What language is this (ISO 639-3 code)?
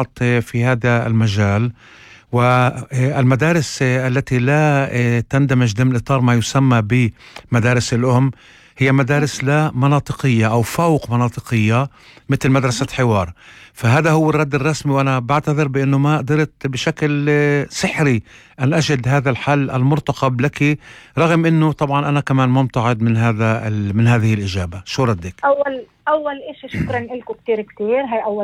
apc